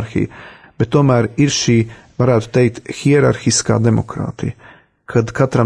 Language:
Latvian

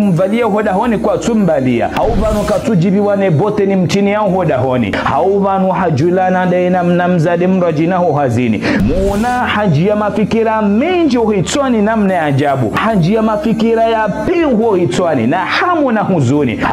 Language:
Ngazidja Comorian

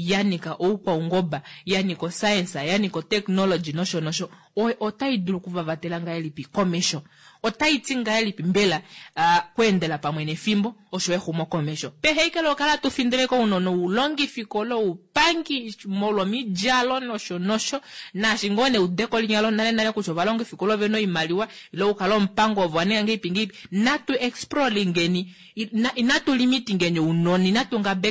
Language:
Kuanyama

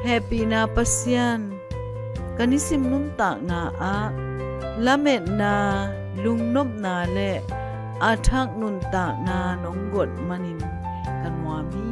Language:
Tedim Chin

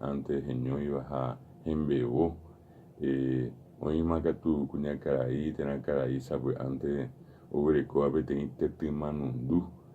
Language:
Guarani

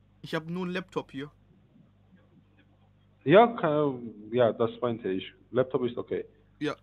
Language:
German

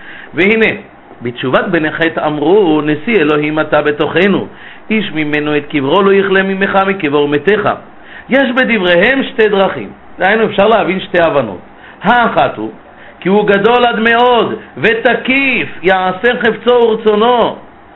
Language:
Hebrew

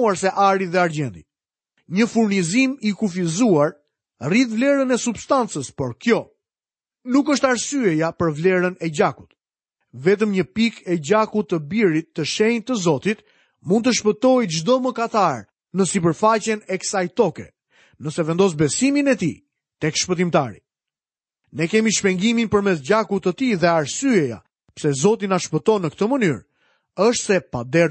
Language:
Albanian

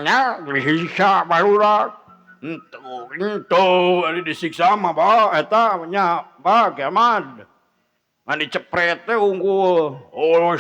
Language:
Sundanese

